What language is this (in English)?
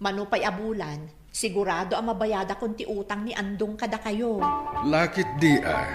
Iloko